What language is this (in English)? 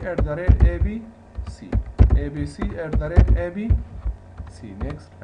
Pashto